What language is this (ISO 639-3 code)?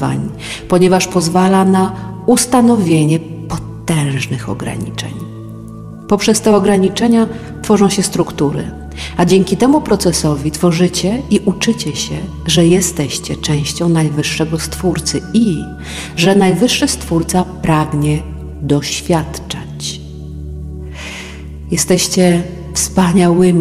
pol